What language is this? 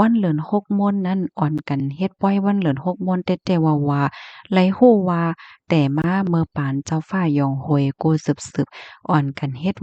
Shan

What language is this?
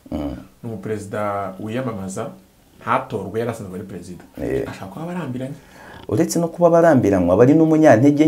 Kinyarwanda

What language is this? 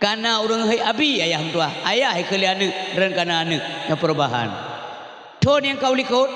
Achinese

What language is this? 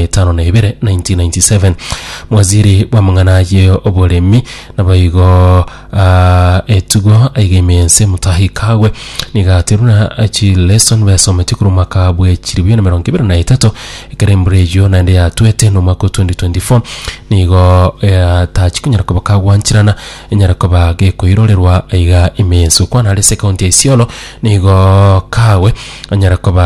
Gusii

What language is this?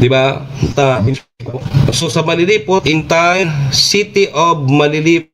Bikol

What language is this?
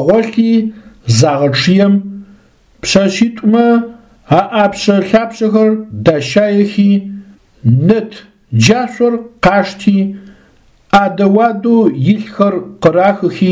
Adyghe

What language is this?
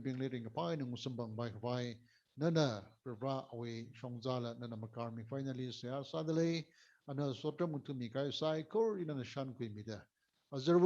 Tangkhul Naga (India)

